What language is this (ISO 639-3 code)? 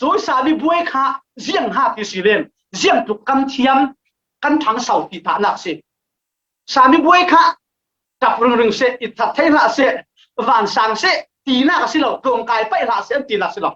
cfm